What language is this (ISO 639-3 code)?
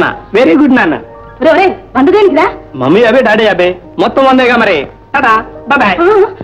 tel